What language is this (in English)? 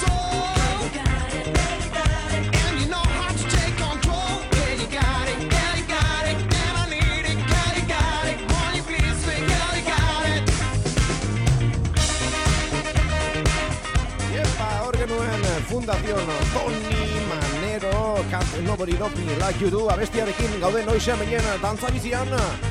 Basque